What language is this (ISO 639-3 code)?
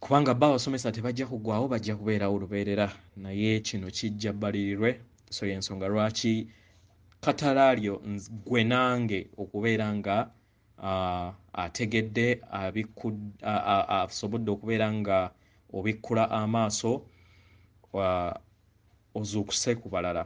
lug